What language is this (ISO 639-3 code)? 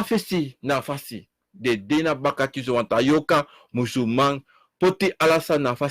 srn